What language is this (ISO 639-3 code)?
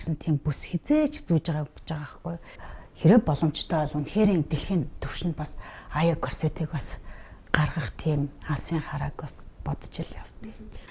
mon